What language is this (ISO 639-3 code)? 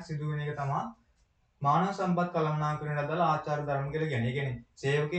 sin